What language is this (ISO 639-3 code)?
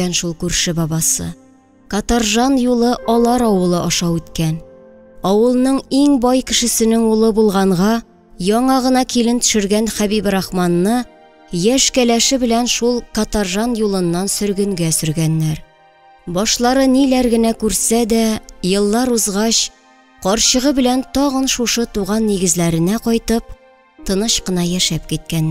tat